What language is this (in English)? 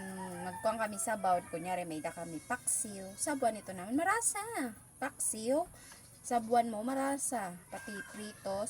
Waray